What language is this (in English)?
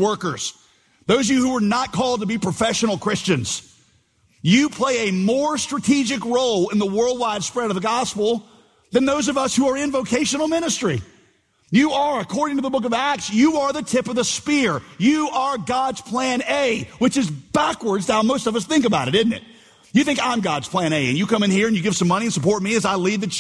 English